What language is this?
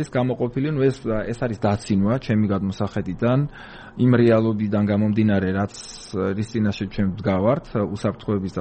Georgian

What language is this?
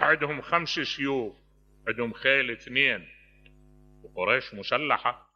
Mesopotamian Arabic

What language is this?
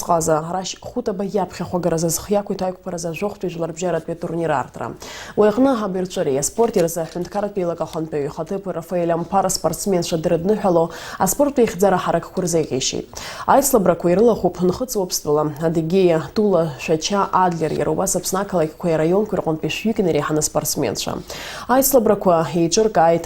Abkhazian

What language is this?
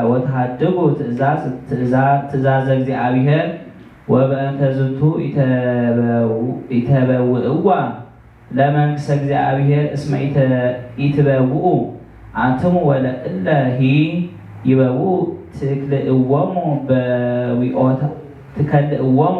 Geez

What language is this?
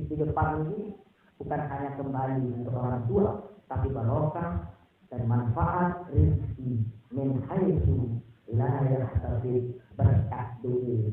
Sasak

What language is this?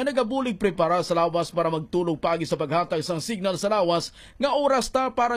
Hiligaynon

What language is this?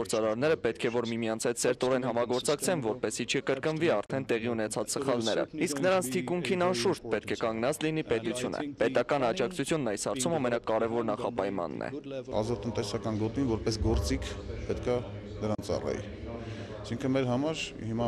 Armenian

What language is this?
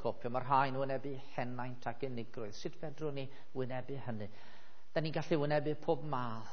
Welsh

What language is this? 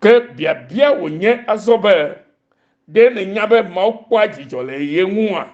Ewe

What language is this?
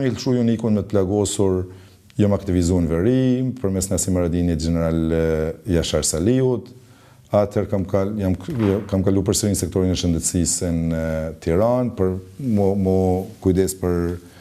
Albanian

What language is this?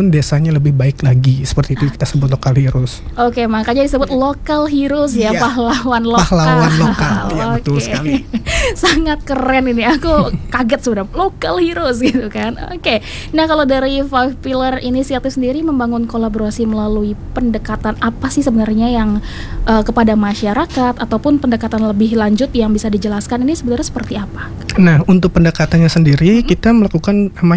Indonesian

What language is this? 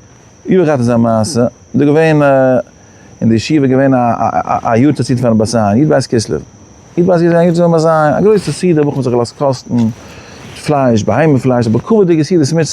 Yiddish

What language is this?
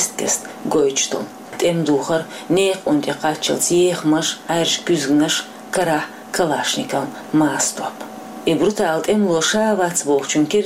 Chechen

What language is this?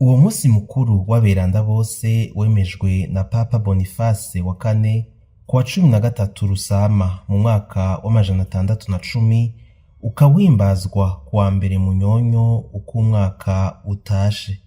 Rundi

